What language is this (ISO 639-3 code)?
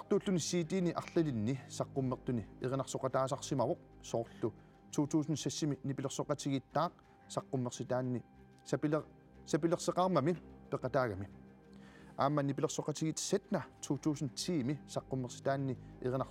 kal